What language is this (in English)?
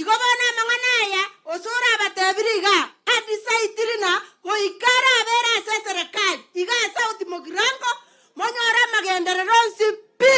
Gusii